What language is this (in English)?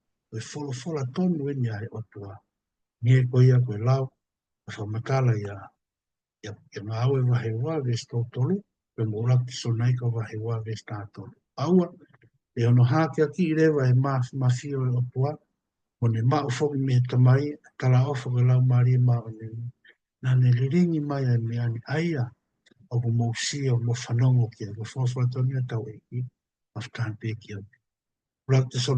Tongan